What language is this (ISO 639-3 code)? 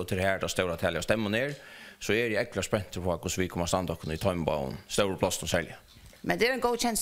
fao